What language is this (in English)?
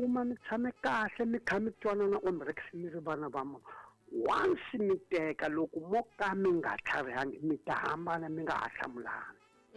Tsonga